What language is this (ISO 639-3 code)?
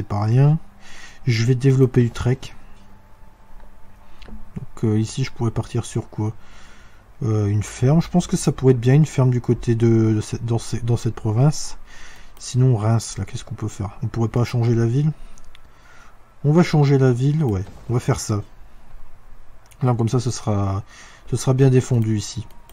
fra